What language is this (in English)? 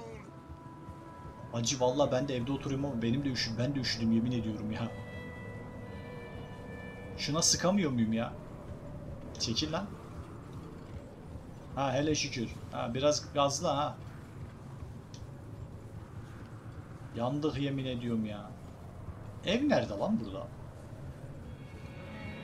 Turkish